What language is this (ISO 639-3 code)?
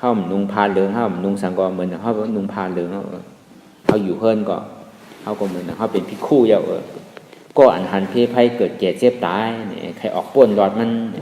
shn